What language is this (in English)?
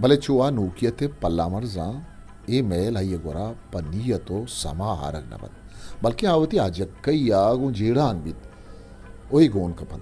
Eastern Balochi